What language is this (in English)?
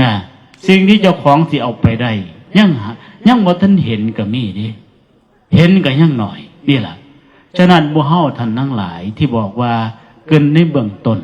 Northeastern Thai